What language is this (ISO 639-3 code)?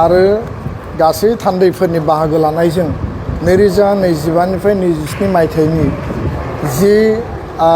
brx